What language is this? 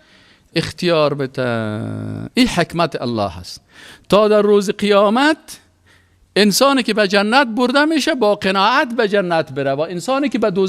Persian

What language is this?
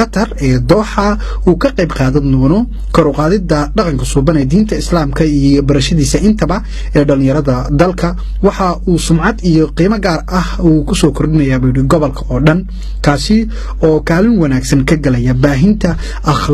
Somali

